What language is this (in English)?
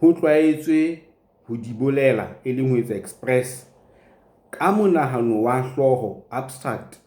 Southern Sotho